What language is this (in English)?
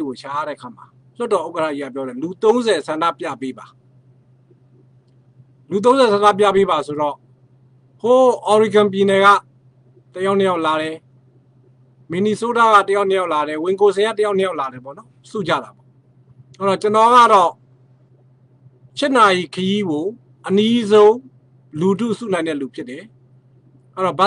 Burmese